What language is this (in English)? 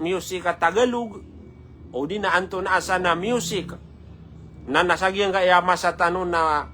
Maranao